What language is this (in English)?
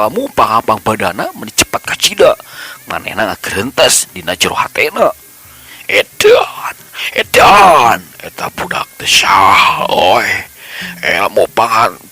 Sundanese